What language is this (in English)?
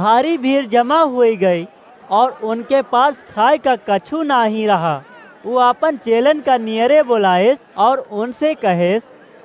Awadhi